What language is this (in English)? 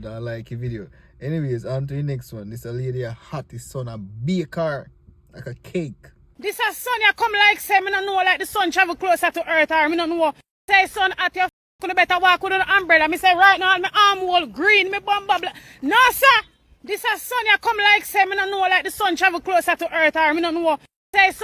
Jamaican Creole English